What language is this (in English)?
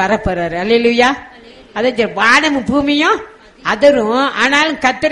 Tamil